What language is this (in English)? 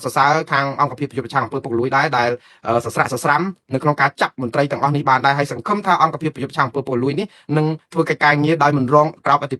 Khmer